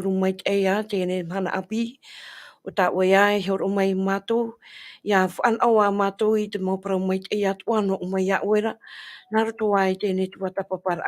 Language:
Tahitian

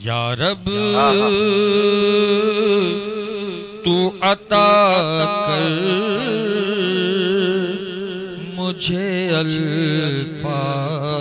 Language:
Urdu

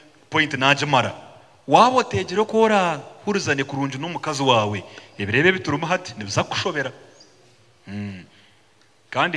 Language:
Nyankole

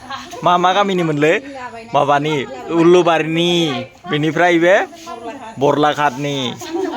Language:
Bodo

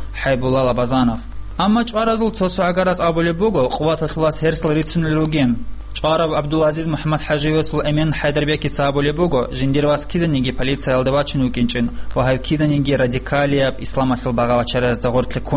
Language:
Avaric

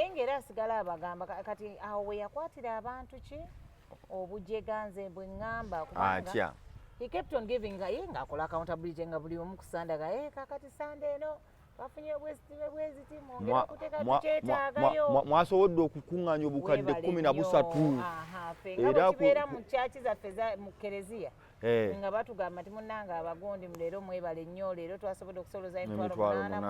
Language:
Ganda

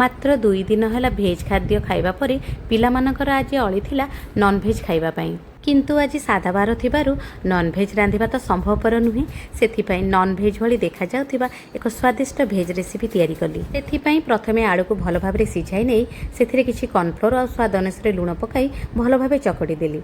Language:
Odia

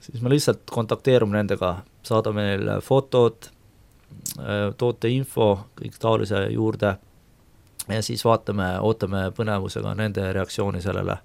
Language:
Estonian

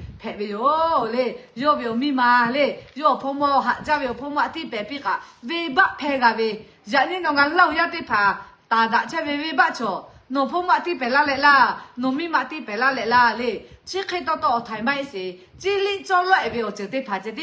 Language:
Lahu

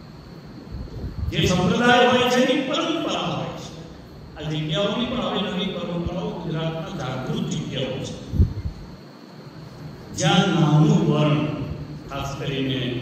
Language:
Gujarati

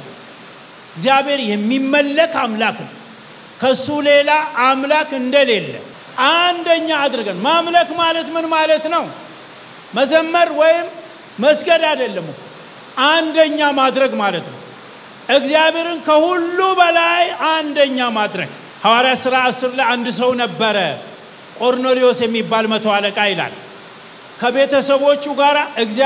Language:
Amharic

